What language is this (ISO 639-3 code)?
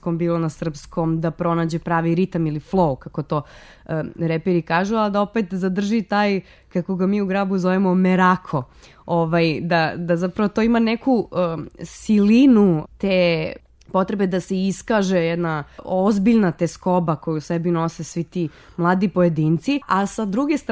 srp